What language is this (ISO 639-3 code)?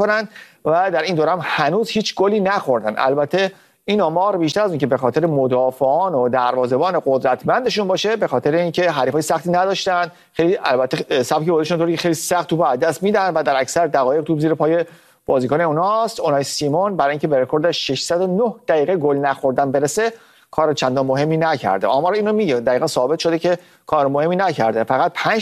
fas